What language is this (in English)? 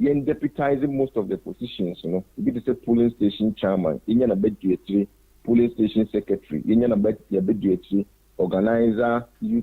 Akan